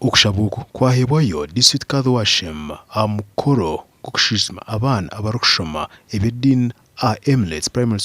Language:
Nyankole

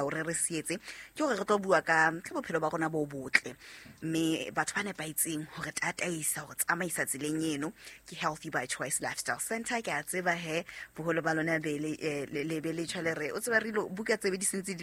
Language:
Southern Sotho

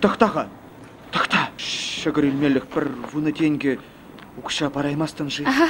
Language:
Chuvash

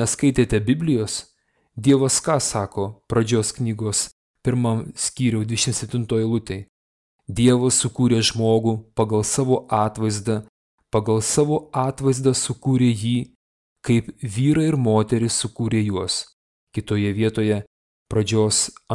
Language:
Lithuanian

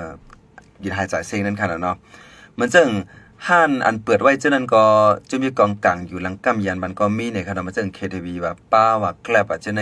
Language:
Shan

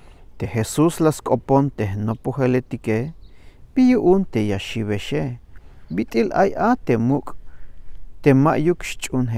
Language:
Tzeltal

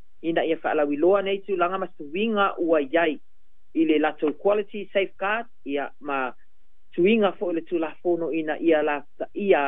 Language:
Samoan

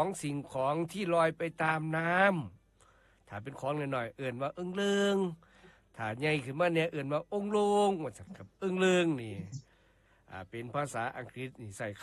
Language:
Lao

